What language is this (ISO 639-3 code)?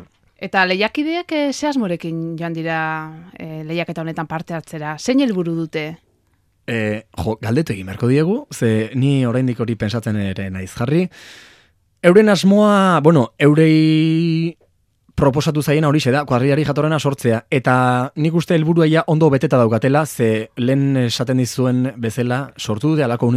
eus